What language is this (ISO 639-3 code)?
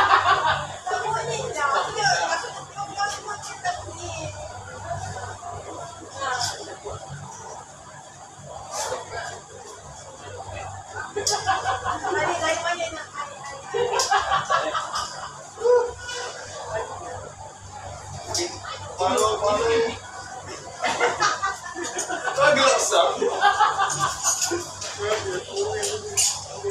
msa